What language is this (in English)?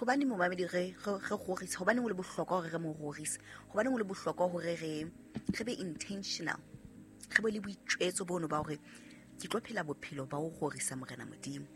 Southern Sotho